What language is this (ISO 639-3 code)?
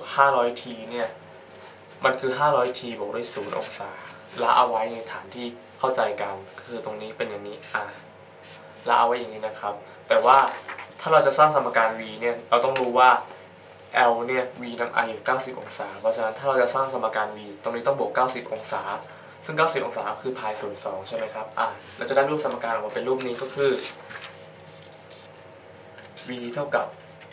tha